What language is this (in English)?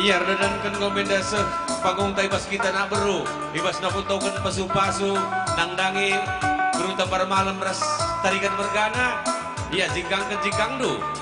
Batak Karo